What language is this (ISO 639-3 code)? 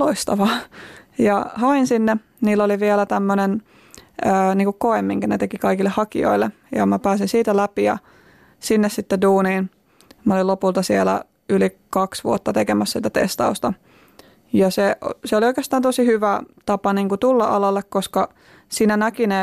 fin